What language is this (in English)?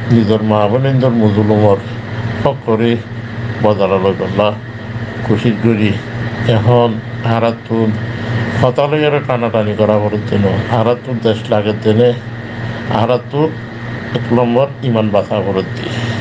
Rohingya